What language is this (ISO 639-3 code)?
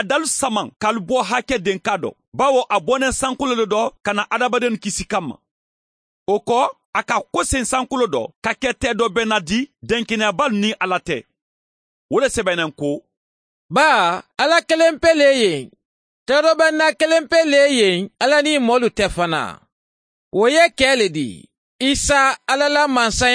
man